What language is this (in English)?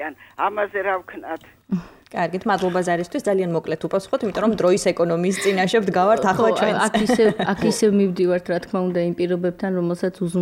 Georgian